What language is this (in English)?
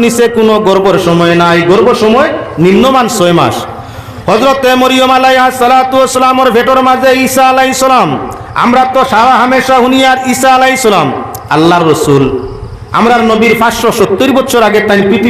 Sylheti